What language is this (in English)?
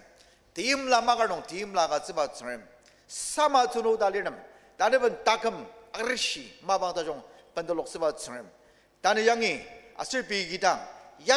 Ao Naga